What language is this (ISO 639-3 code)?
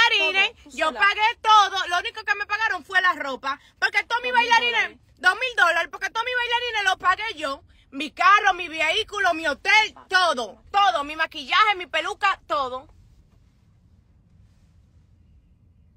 spa